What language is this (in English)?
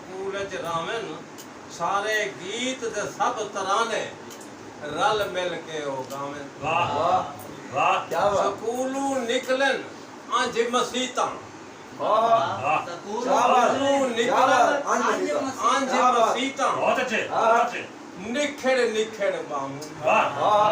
Saraiki